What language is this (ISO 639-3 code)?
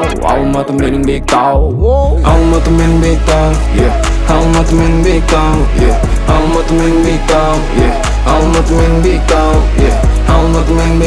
kaz